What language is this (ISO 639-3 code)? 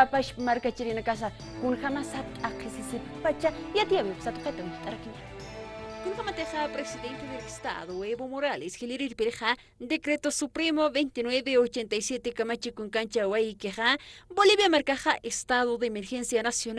aym